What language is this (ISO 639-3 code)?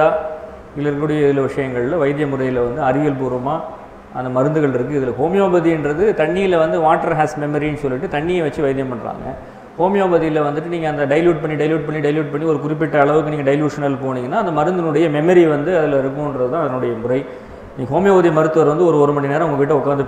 tam